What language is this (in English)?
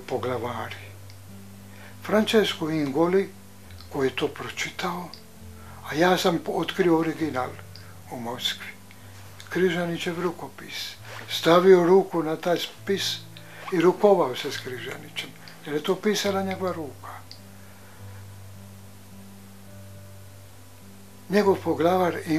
Croatian